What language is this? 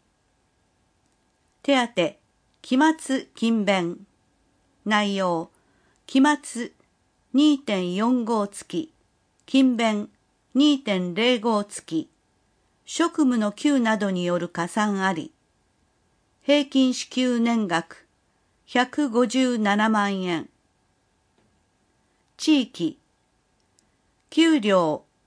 Japanese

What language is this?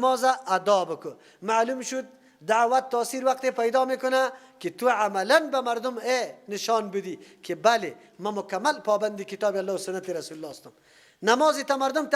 Persian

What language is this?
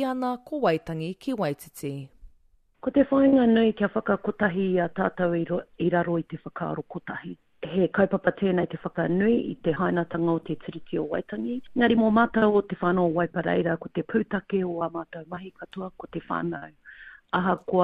Māori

